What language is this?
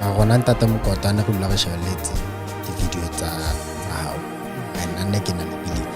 Southern Sotho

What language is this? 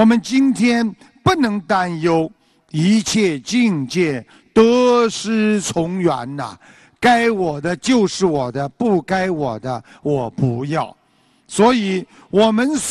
Chinese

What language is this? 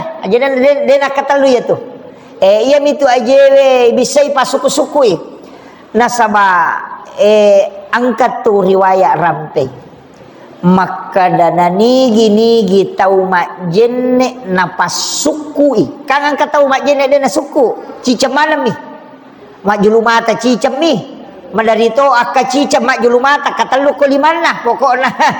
Buginese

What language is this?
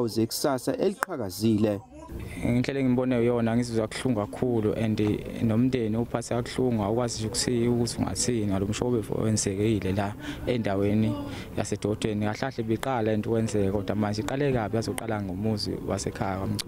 Zulu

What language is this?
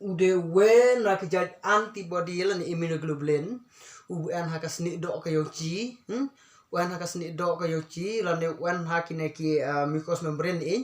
Khasi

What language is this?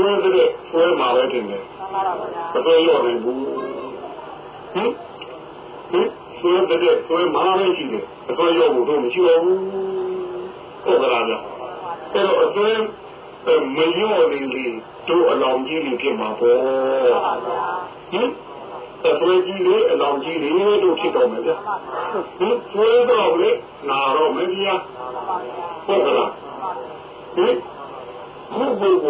Burmese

